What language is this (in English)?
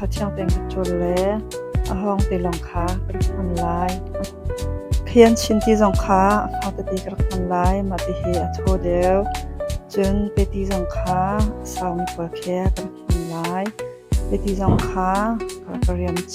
Hakha Chin